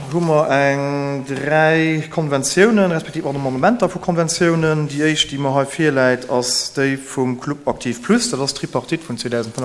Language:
Luxembourgish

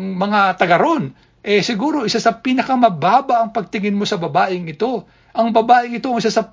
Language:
Filipino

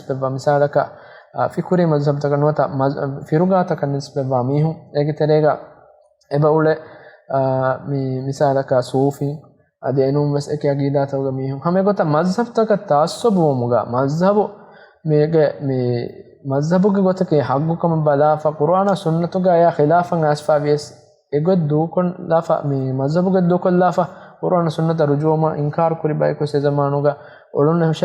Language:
Divehi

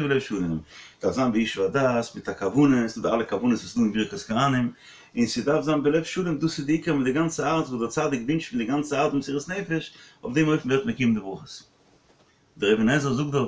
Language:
Yiddish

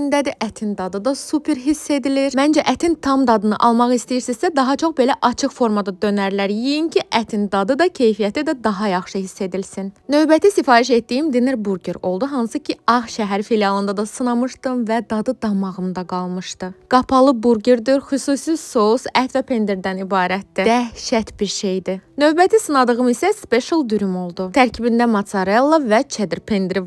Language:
Azerbaijani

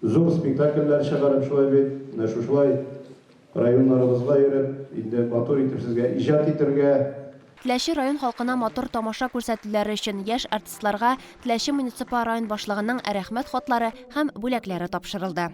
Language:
Tatar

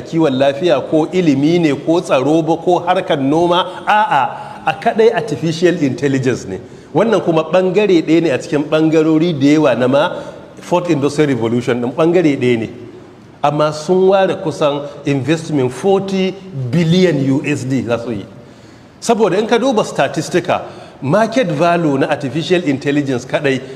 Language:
Hausa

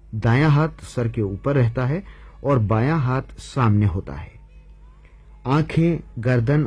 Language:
Urdu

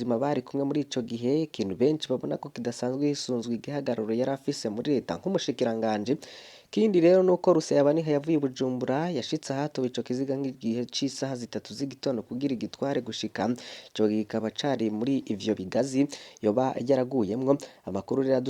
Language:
Rundi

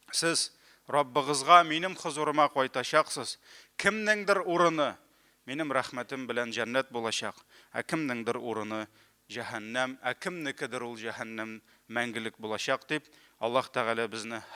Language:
Tatar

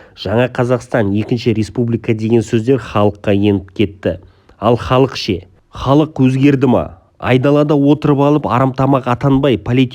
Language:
Kazakh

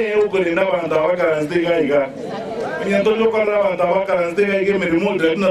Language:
Gusii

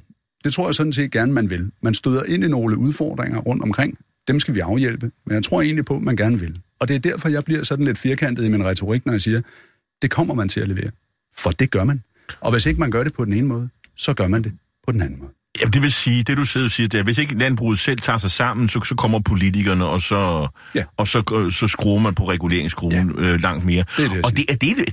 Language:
Danish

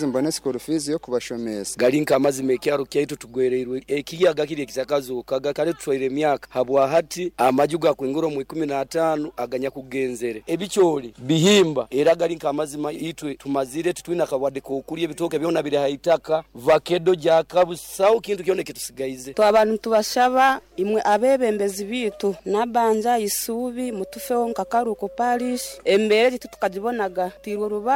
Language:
Nyoro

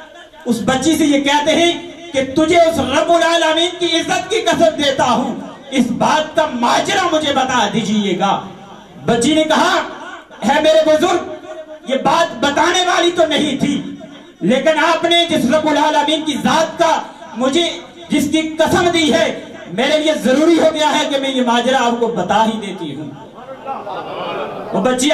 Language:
Urdu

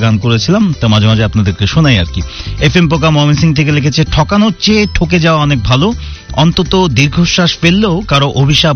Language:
Bangla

